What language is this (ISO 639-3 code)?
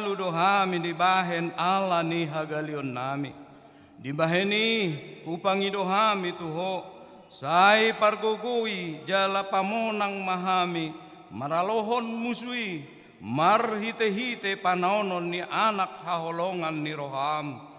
bbc